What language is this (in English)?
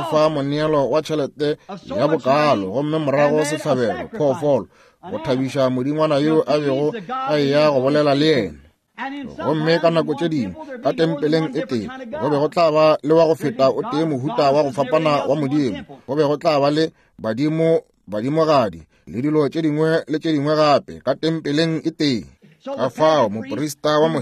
Northern Sotho